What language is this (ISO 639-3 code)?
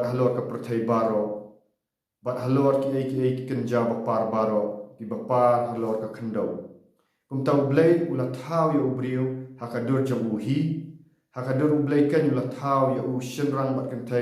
kha